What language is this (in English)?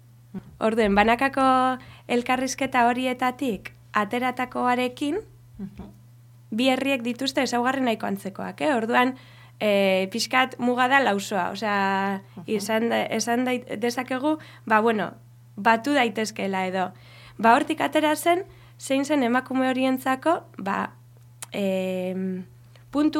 Basque